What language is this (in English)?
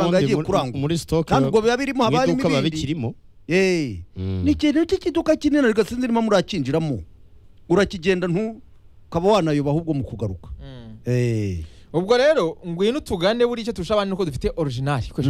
Kinyarwanda